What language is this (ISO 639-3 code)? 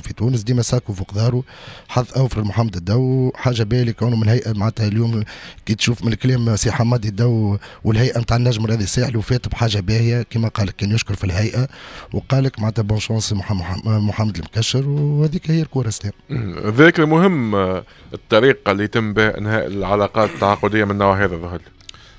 aeb